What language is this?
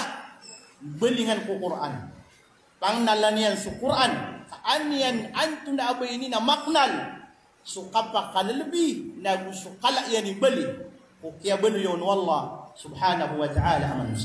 Maranao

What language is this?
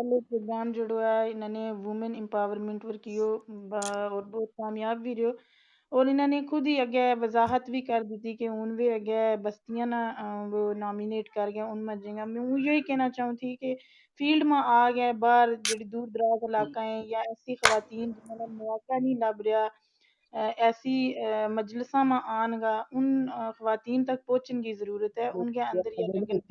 Gujari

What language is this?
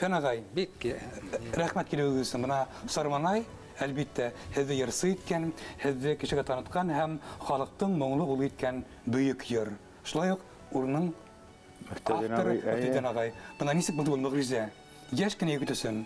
Bashkir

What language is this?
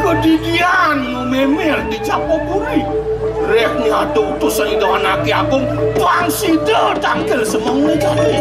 Balinese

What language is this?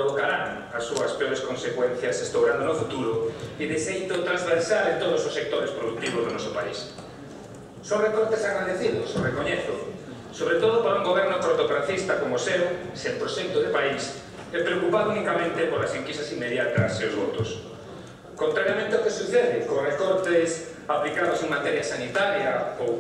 Galician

